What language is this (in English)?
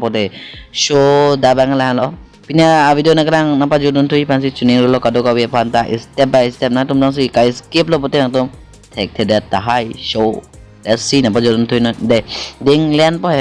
Karbi